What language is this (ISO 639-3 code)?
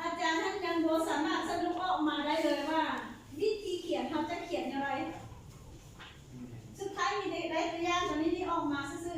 lao